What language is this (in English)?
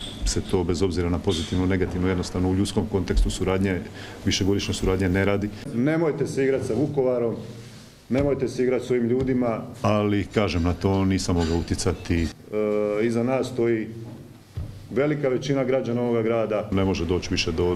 Croatian